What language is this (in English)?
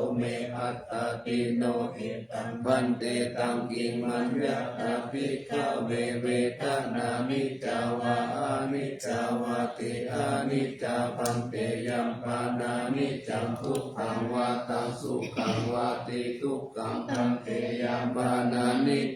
Pali